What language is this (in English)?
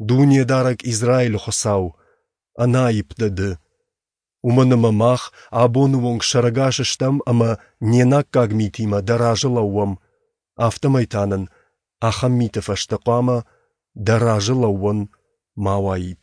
Ossetic